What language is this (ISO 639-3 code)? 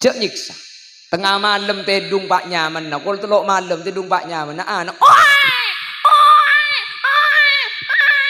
mad